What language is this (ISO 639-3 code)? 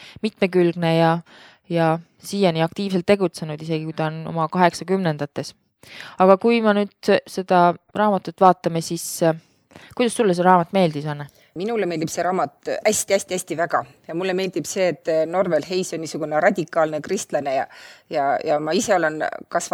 est